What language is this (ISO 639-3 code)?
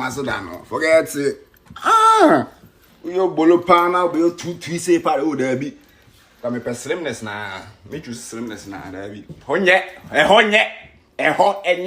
aka